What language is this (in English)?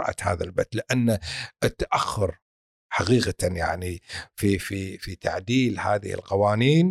Gulf Arabic